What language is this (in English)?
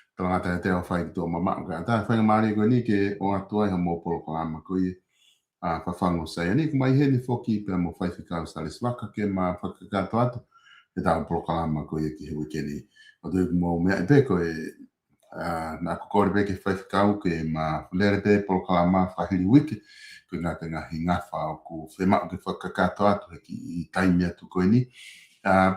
Tongan